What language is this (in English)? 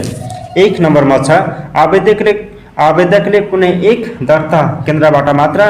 Nepali